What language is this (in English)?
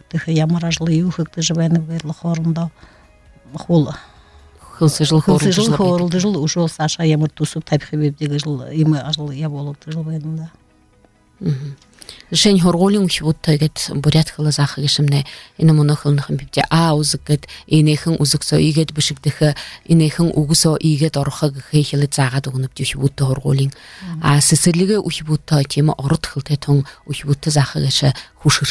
Buriat